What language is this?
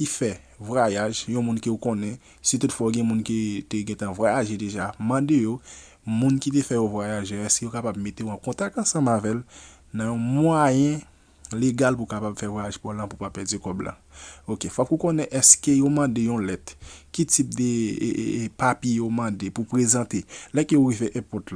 Haitian Creole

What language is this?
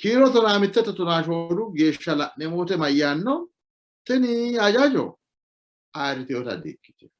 Sidamo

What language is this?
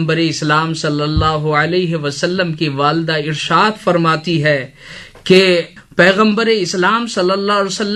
Urdu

